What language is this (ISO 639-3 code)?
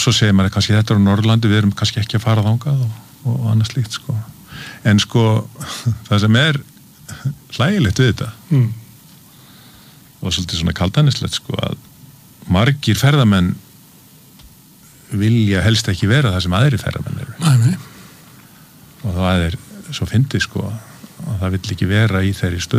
isl